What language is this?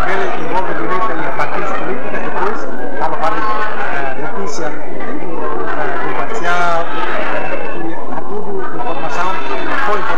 Tetum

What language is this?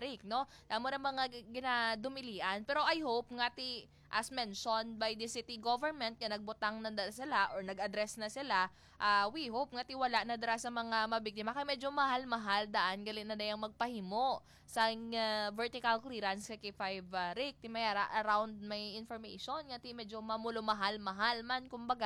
Hiligaynon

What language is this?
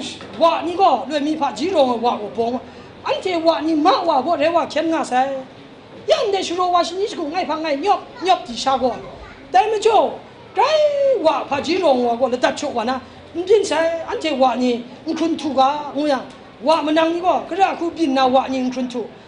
Kachin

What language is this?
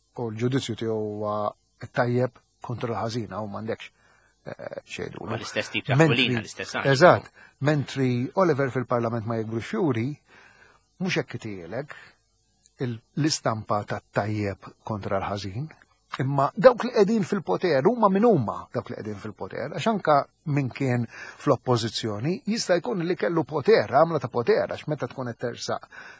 Maltese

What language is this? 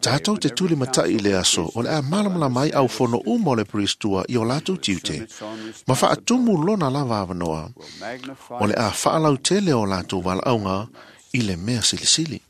Samoan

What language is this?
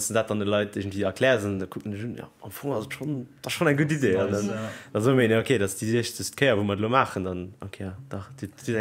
Luxembourgish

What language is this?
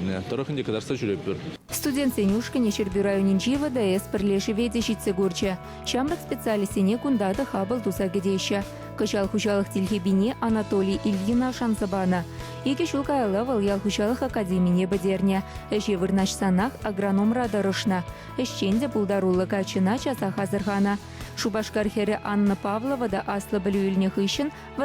Chuvash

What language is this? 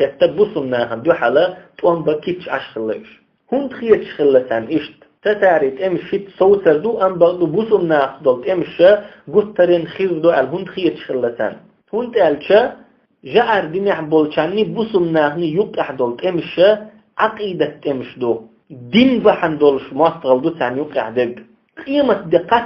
Chechen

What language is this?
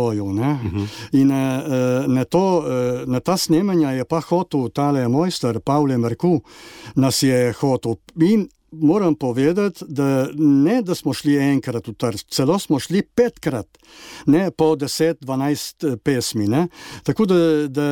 Slovenian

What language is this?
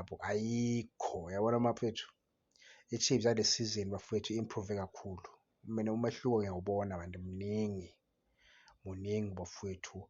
Zulu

